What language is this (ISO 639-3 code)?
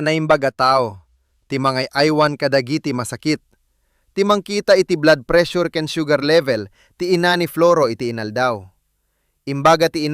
ilo